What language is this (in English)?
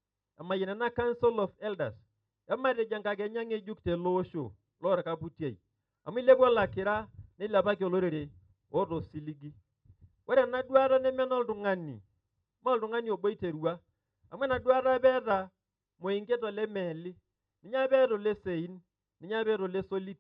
Masai